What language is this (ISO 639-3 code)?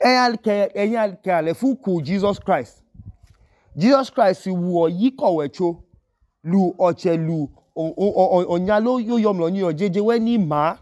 idu